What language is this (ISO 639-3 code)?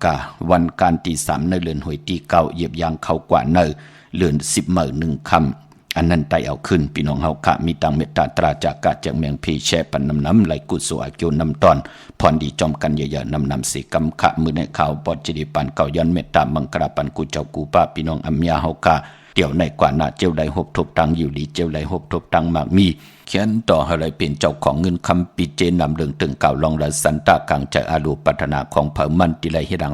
shn